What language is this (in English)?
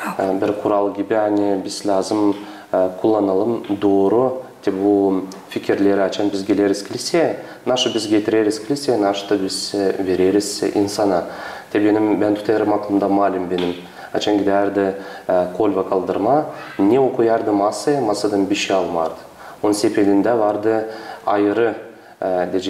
Gagauz